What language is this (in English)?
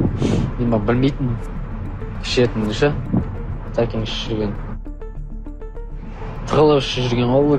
Kazakh